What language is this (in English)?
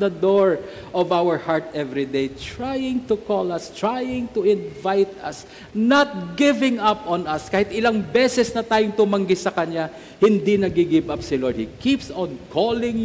Filipino